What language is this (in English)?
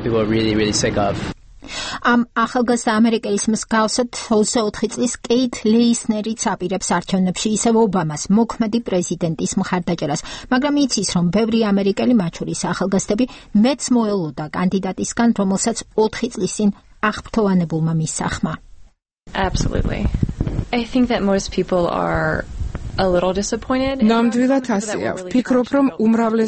Georgian